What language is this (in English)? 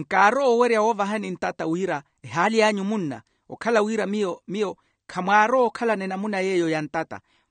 Makhuwa